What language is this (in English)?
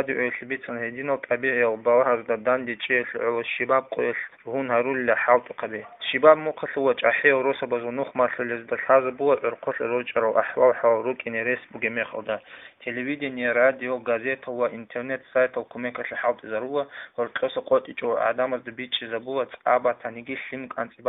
Avaric